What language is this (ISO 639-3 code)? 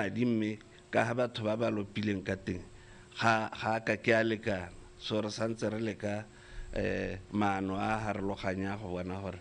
tsn